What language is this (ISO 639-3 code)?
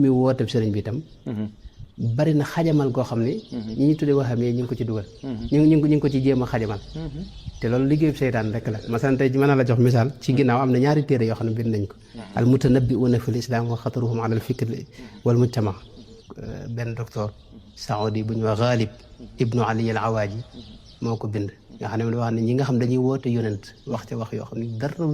wol